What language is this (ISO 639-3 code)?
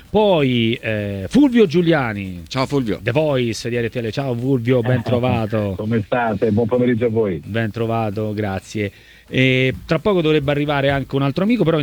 ita